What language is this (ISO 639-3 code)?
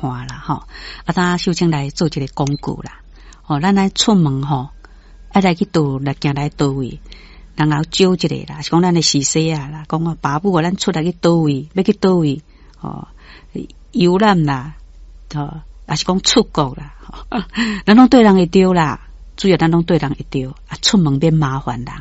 nan